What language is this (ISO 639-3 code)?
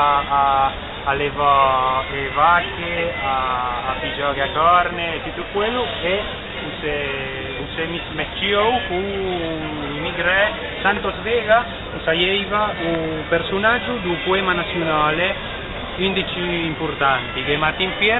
lij